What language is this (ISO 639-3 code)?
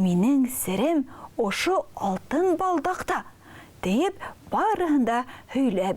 bak